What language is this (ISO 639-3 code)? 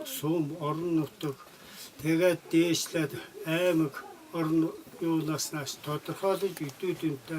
mon